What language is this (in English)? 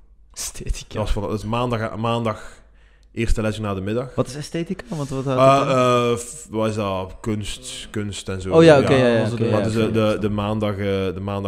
Dutch